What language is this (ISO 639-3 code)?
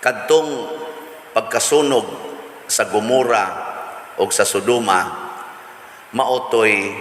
ceb